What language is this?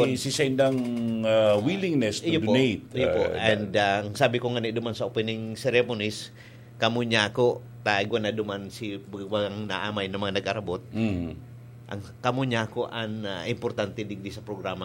Bikol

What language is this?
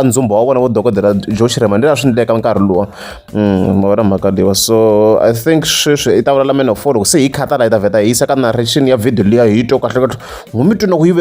Tsonga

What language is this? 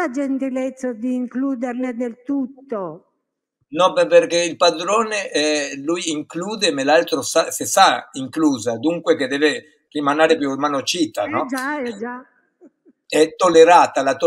Italian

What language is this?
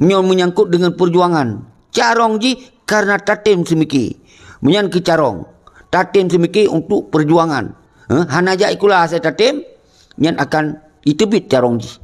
Achinese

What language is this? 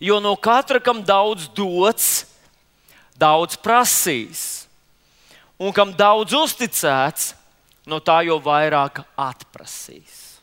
Latvian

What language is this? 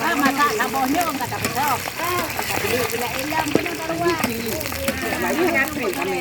Achinese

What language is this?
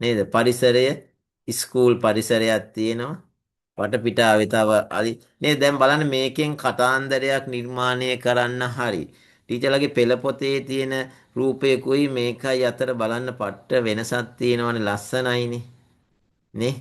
Sinhala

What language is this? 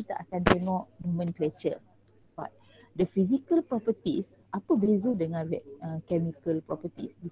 Malay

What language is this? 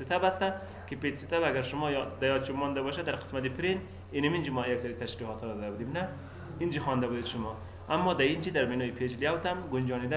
Persian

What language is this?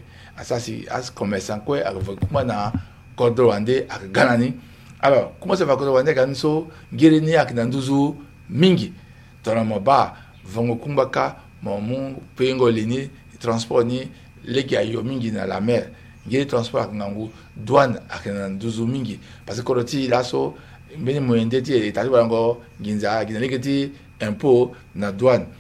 Sango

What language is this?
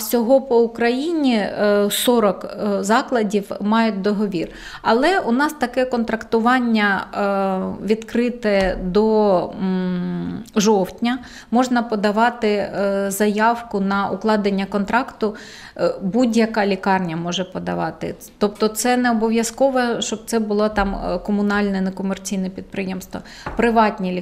Ukrainian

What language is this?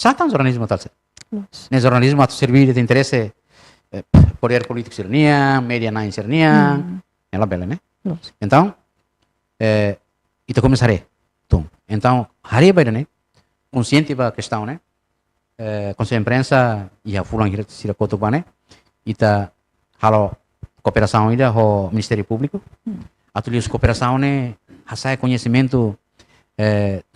Tetum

